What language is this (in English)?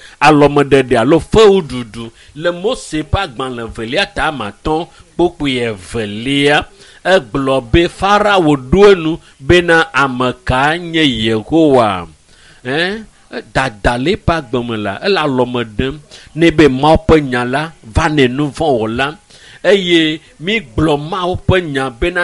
Ewe